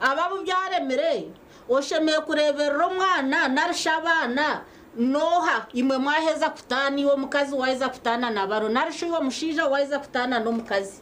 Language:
Nyankole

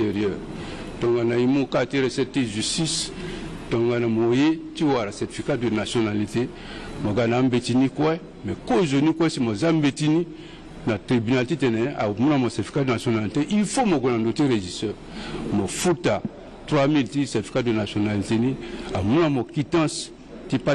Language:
Sango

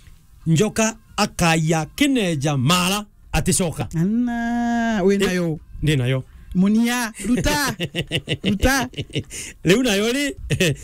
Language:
Meru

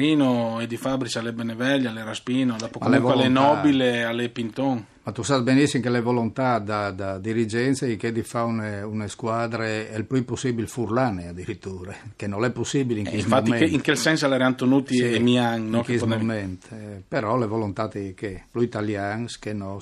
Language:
Friulian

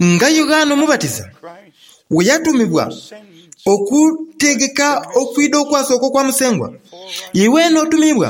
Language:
Soga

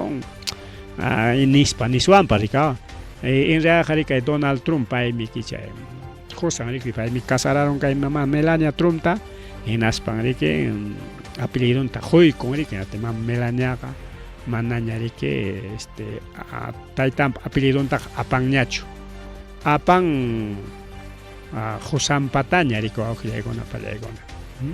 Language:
Ayacucho Quechua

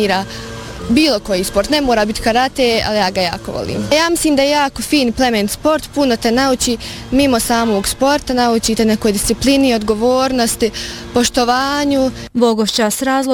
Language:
Bosnian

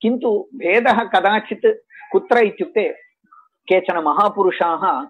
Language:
Sanskrit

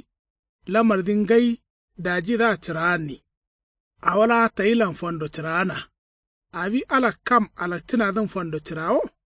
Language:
Kanuri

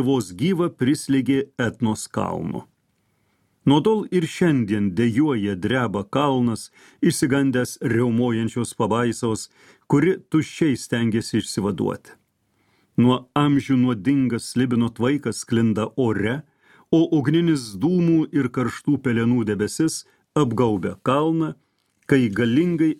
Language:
Lithuanian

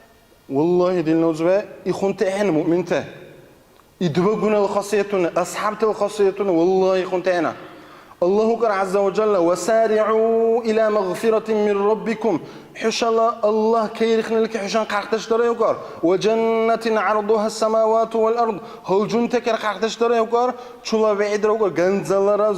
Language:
Dargwa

